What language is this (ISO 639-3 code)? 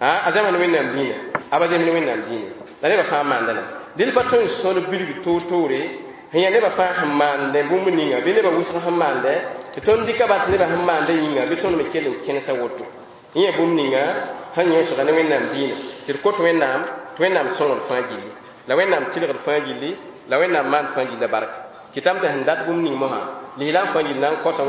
mos